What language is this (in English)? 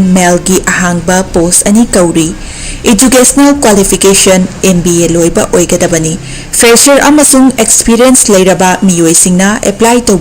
Manipuri